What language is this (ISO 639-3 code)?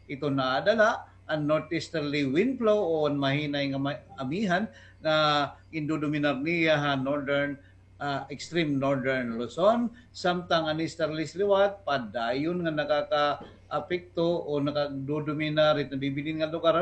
war